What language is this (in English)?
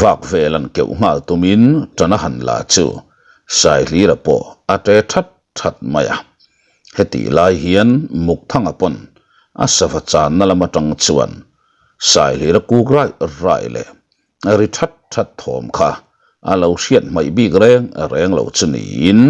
Mizo